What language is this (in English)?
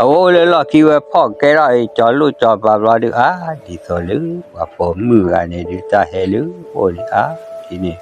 S'gaw Karen